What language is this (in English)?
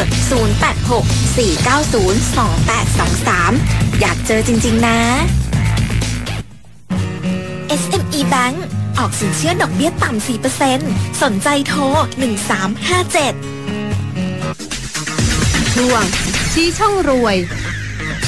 Thai